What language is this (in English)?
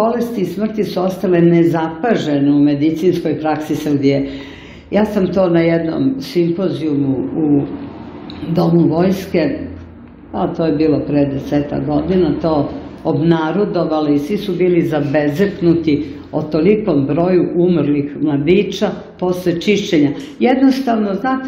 Serbian